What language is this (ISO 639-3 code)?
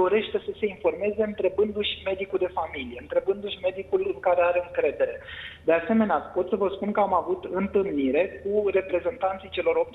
ron